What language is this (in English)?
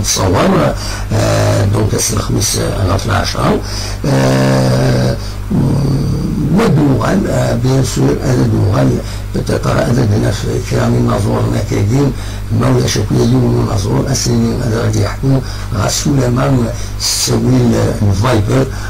Kabyle